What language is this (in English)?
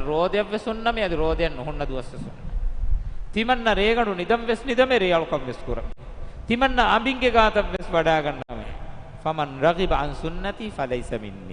Divehi